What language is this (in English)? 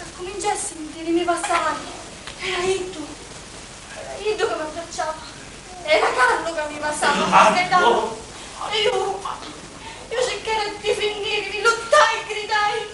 Sicilian